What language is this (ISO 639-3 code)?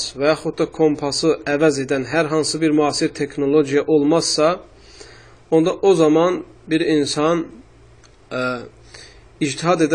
aze